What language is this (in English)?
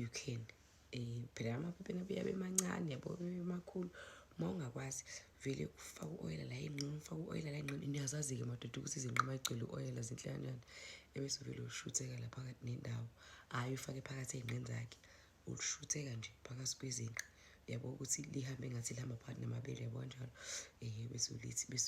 Zulu